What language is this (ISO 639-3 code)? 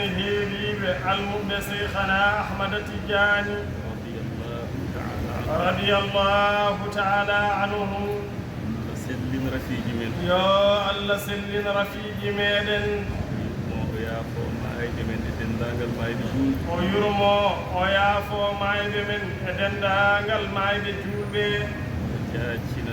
ful